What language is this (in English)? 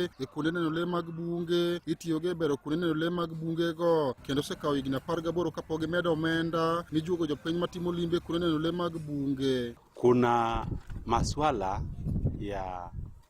Luo (Kenya and Tanzania)